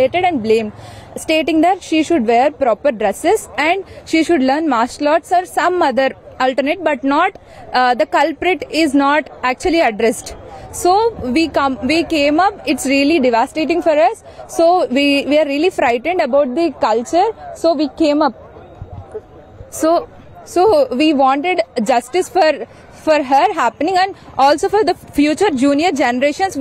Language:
Tamil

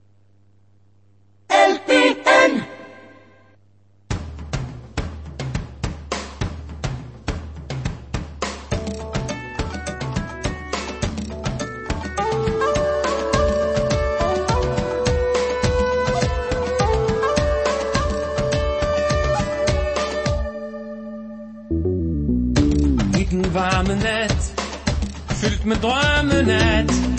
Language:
Danish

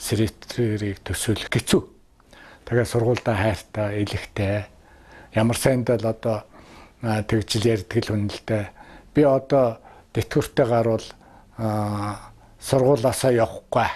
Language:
Mongolian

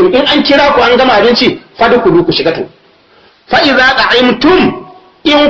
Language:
Hausa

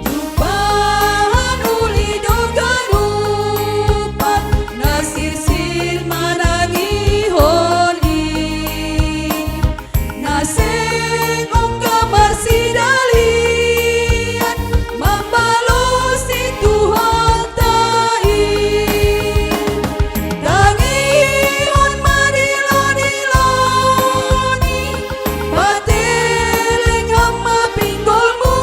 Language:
Batak Simalungun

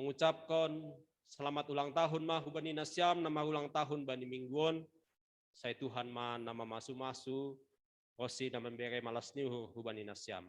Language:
Batak Simalungun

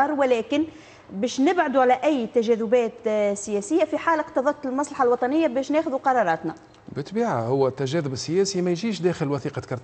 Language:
Tunisian Arabic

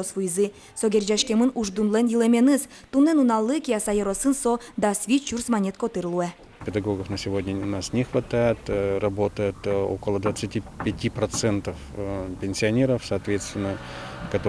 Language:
Udmurt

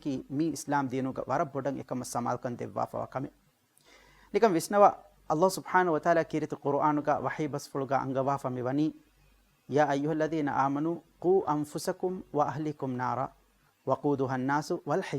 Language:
Divehi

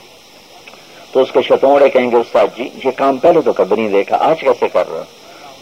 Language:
Urdu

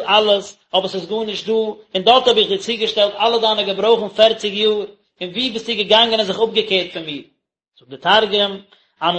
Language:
Yiddish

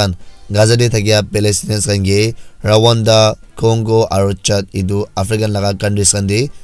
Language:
Naga Pidgin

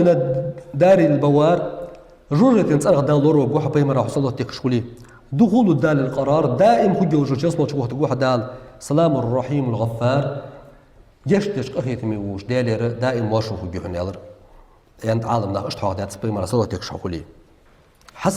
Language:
Ingush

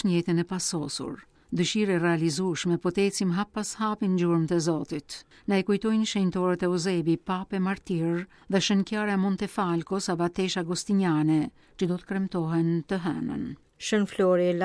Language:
Albanian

